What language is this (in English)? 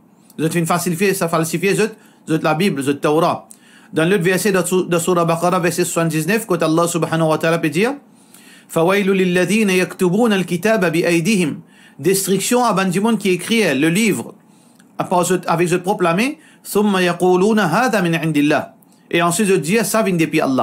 Morisyen